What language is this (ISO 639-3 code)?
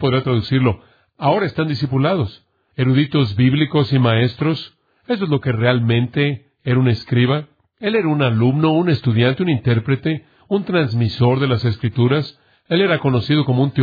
spa